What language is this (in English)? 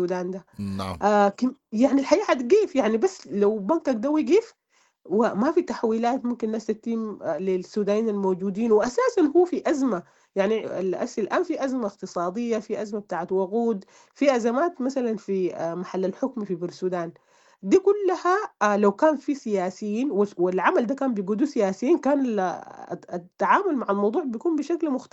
Sudanese Arabic